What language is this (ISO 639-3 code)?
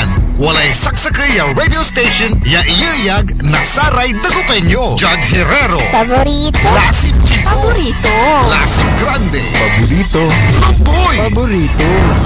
pag